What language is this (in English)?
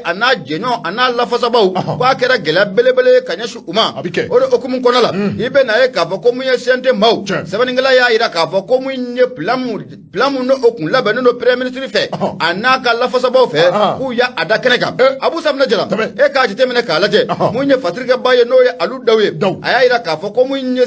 Bambara